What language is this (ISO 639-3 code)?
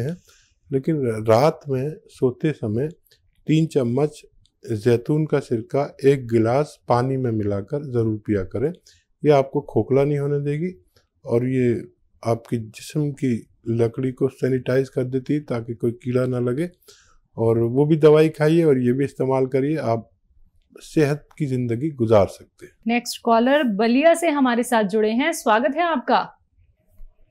hin